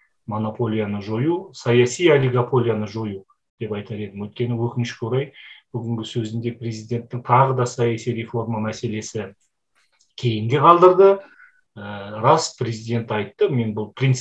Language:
Kazakh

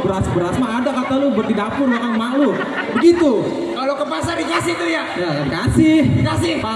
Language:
Betawi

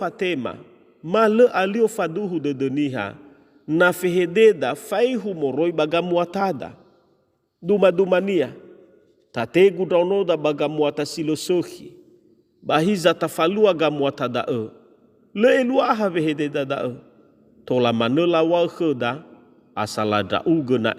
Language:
Nias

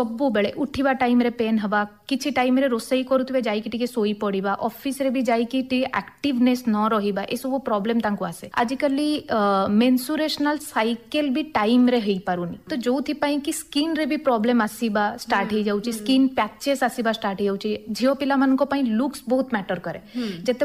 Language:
Odia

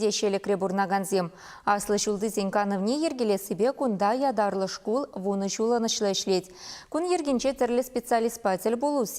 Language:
Chuvash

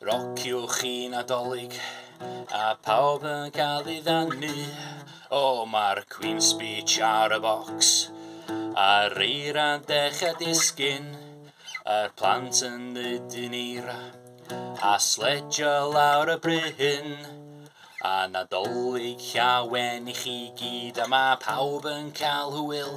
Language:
Welsh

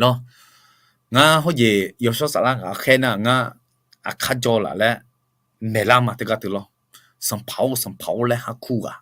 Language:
Akha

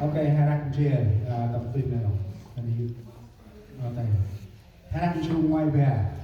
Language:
Central Mnong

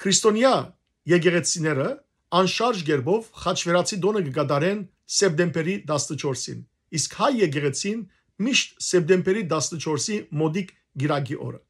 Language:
Western Armenian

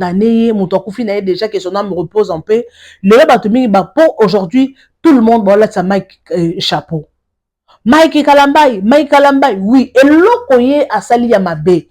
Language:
Lingala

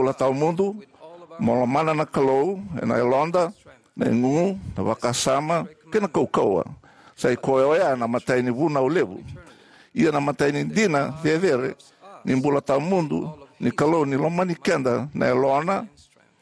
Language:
Fijian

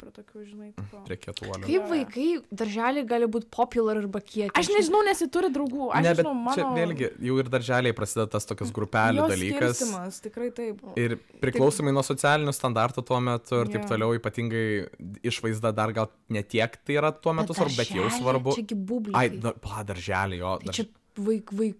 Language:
Lithuanian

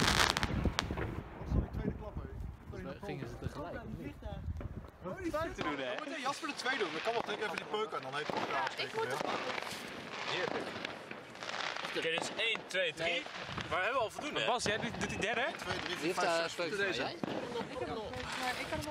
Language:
Dutch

